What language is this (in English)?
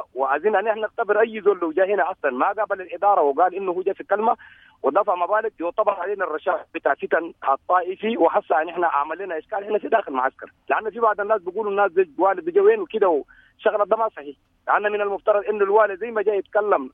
Sudanese Arabic